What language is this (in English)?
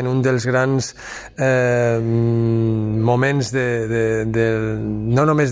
Catalan